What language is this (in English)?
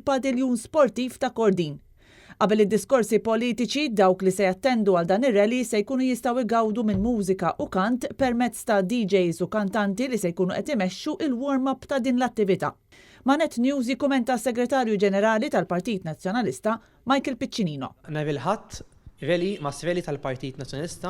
Maltese